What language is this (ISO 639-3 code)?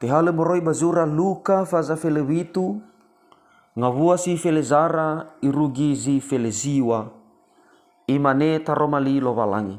nia